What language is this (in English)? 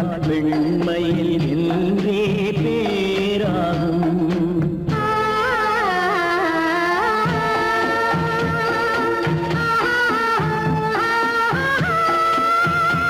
Tamil